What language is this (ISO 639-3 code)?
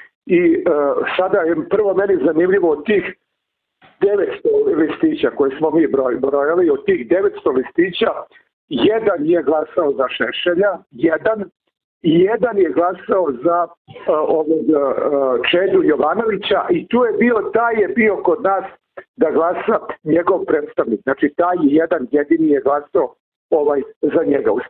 srp